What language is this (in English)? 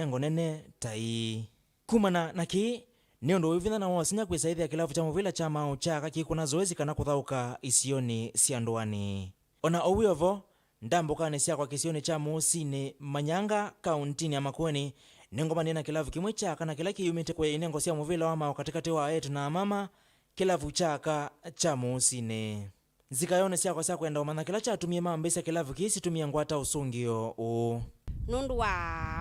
Kamba